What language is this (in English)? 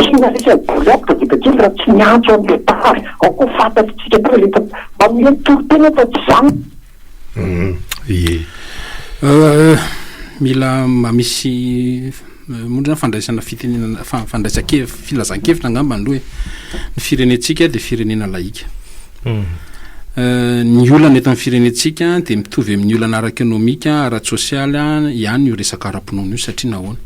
Malagasy